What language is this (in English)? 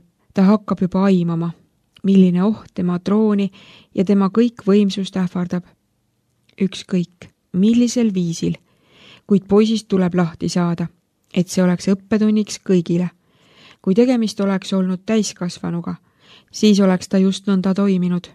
Estonian